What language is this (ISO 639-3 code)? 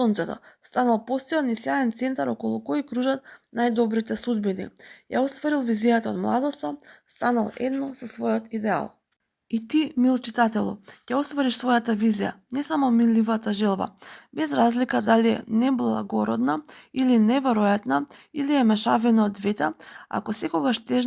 mkd